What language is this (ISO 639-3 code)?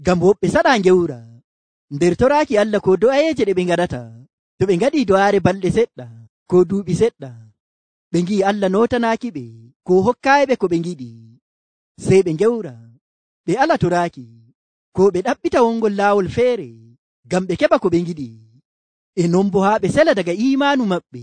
fuv